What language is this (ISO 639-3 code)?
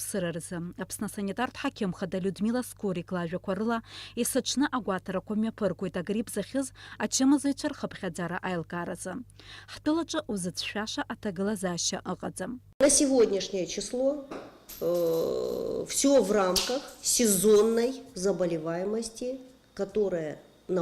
abk